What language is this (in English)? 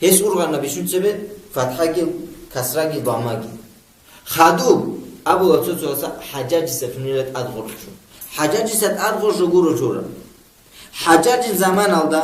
Avaric